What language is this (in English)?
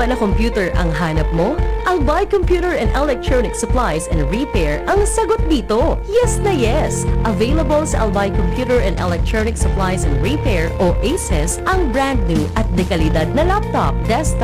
Bikol